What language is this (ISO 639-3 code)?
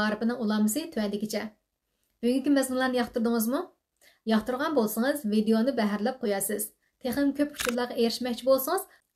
uig